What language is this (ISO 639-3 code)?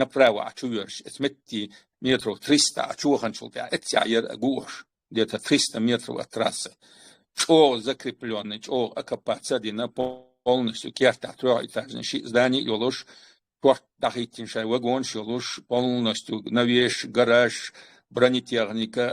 che